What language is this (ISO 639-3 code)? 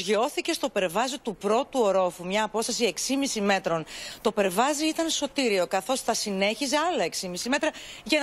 ell